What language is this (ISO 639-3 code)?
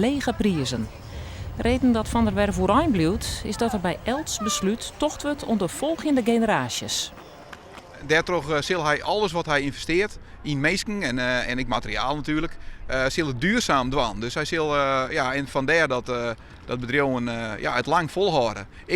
fry